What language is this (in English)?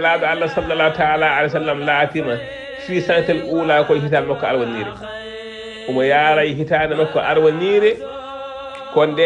Fula